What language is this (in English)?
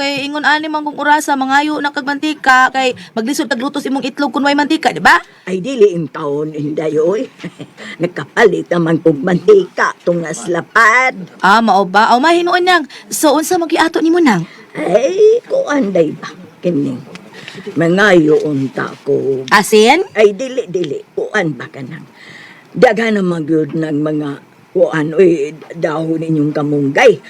Cebuano